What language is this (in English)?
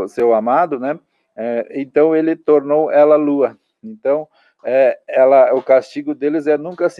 Portuguese